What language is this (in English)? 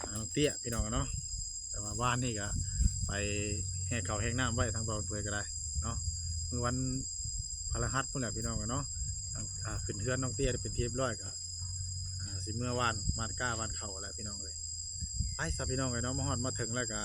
Northeastern Thai